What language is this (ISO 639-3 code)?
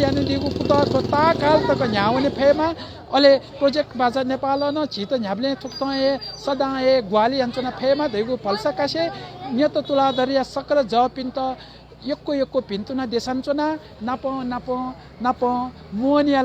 new